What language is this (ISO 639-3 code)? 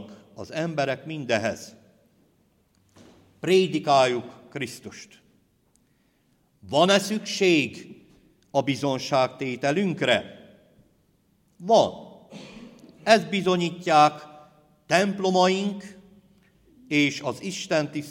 hun